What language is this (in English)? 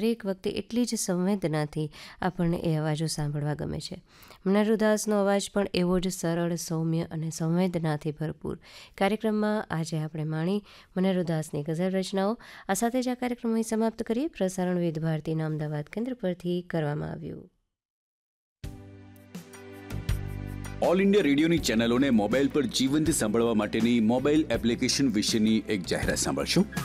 Gujarati